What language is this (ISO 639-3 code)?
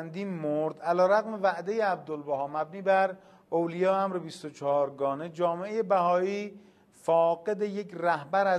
fas